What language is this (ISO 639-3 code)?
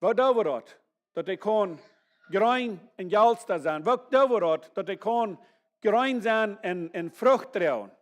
pdt